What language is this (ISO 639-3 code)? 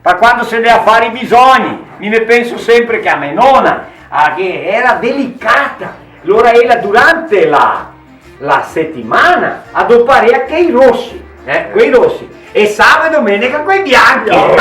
vec